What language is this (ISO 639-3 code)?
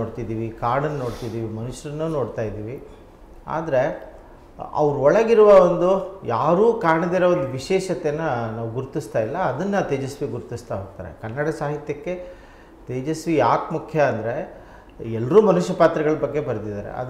kan